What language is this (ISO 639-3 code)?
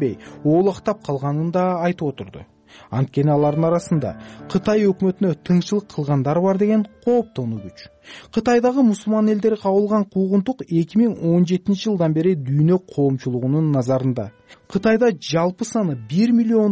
kir